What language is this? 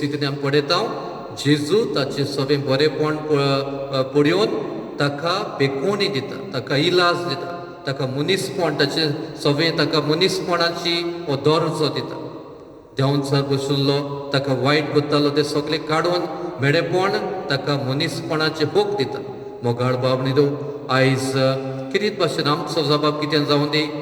Konkani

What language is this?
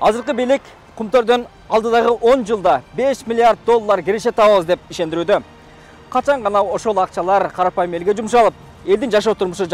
Kyrgyz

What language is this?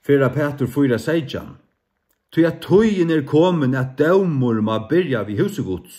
Faroese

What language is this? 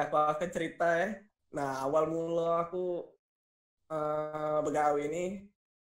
Musi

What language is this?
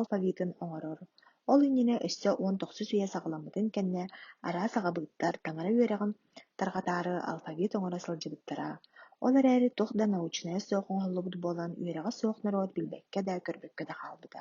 Yakut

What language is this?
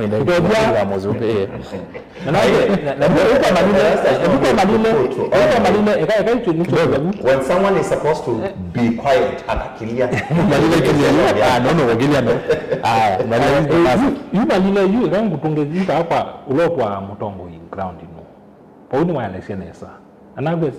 Kamba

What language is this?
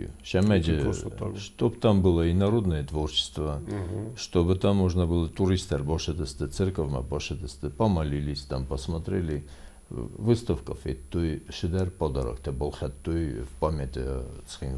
Ossetic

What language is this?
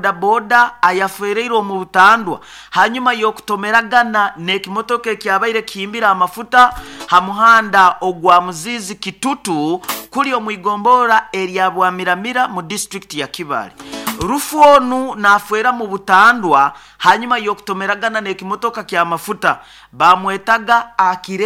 Nyoro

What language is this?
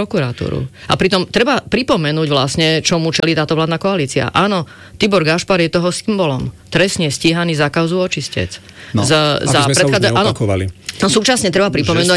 Slovak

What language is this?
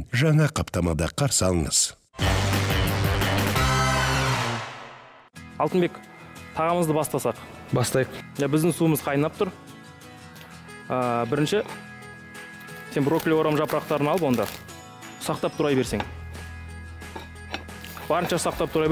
Kazakh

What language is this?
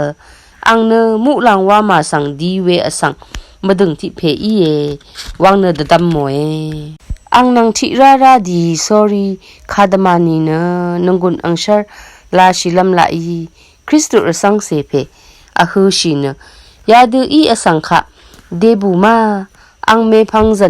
Rawang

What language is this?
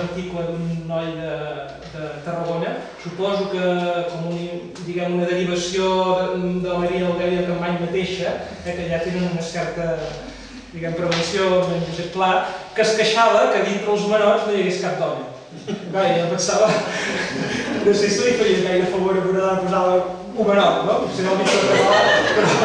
Catalan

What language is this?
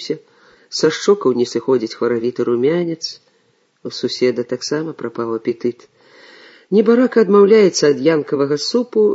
Belarusian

